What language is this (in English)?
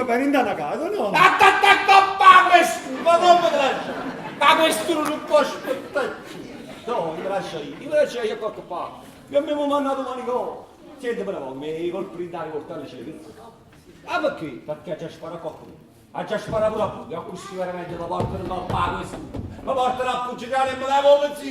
Neapolitan